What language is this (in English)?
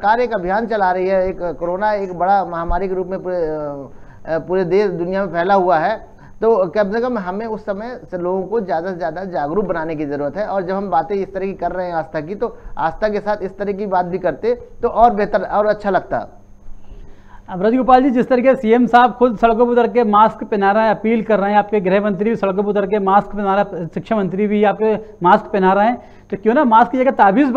Hindi